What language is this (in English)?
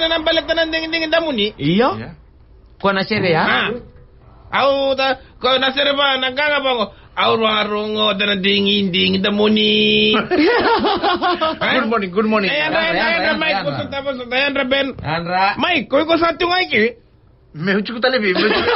Fijian